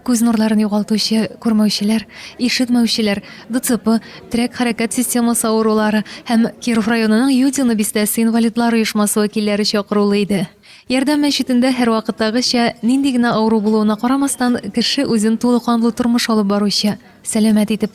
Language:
Tatar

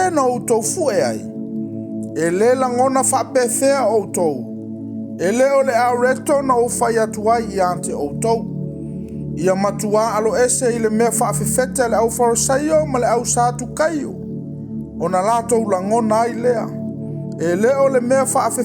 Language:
Samoan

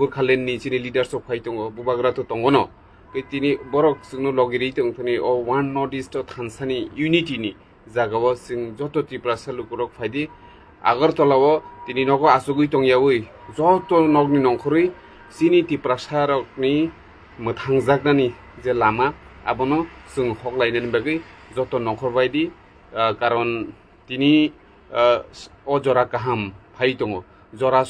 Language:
Kok Borok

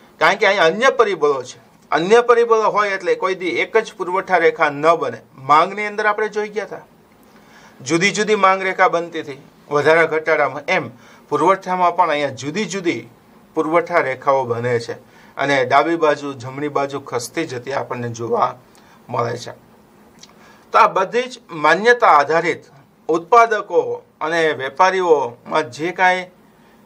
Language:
Gujarati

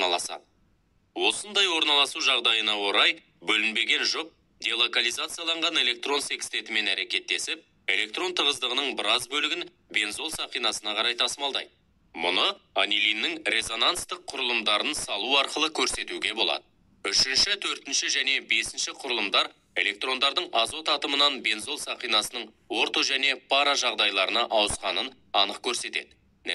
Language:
Kazakh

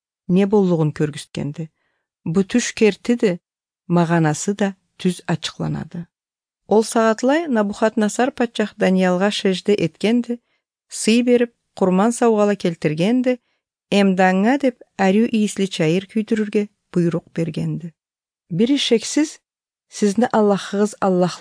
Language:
Kyrgyz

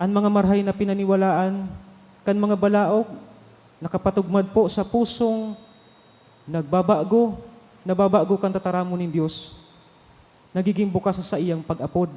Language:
Bikol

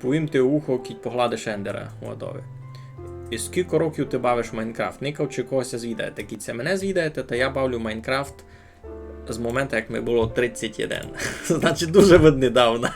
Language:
Rusyn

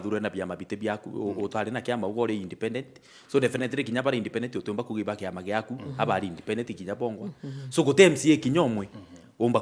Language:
Meru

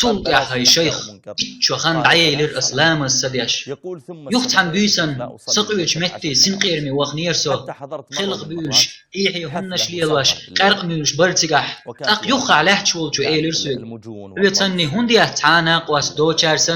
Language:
Chechen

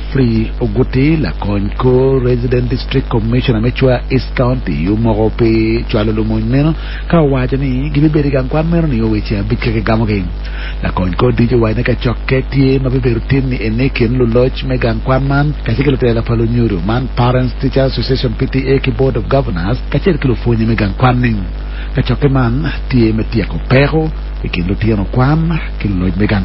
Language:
Acoli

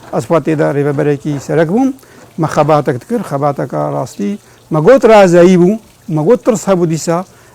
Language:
Kurdish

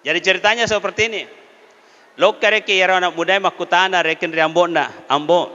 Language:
Buginese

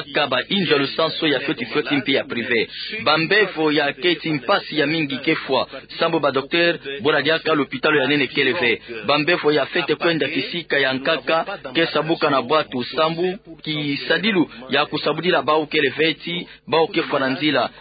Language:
Kituba (Democratic Republic of Congo)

